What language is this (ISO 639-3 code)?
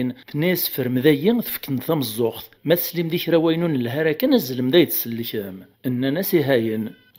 kab